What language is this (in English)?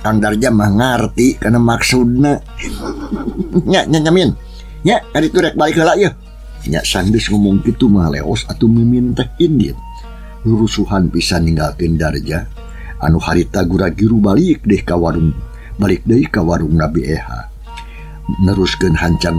Sundanese